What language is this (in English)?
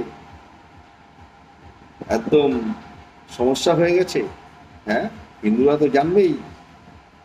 Bangla